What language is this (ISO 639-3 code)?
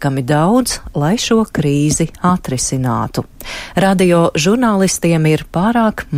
lav